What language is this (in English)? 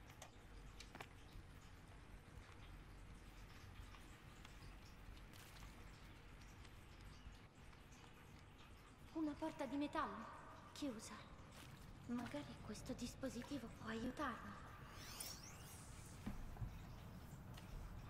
Italian